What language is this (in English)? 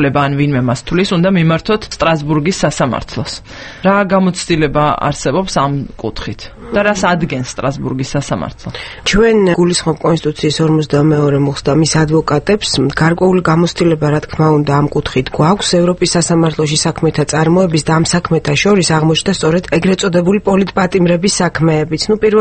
Georgian